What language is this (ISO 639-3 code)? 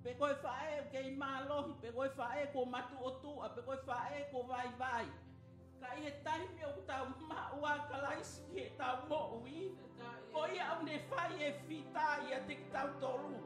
ton